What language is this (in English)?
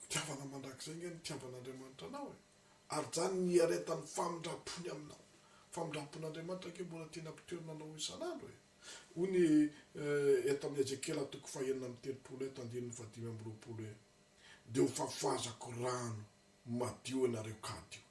Malagasy